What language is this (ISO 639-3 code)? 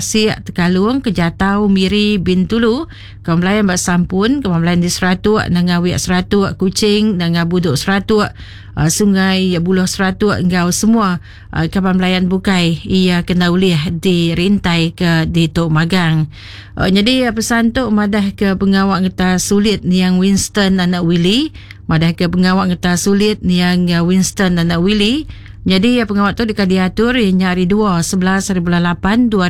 iba